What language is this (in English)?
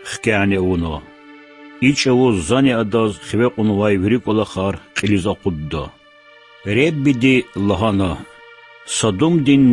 Lezghian